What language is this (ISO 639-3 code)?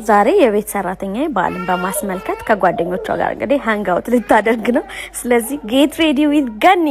amh